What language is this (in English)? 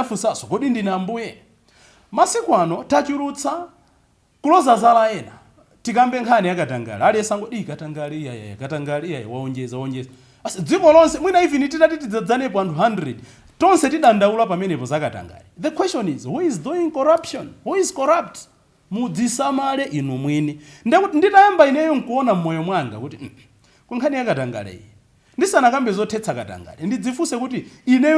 Nyanja